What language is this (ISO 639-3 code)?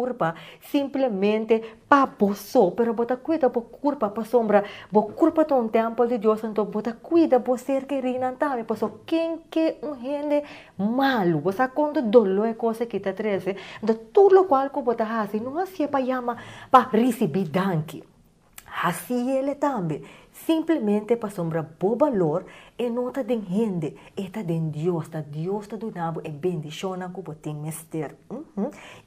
pap